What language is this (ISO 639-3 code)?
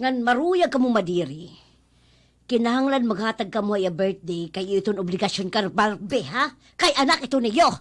war